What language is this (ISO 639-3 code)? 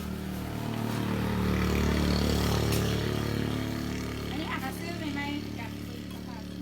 lao